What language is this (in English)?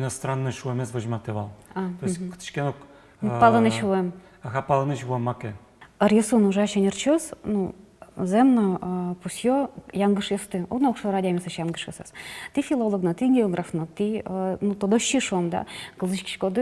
Udmurt